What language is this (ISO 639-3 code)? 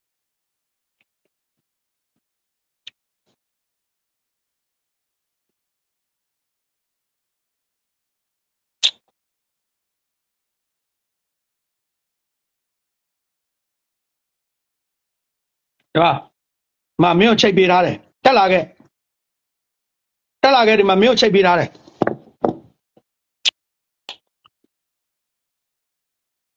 mya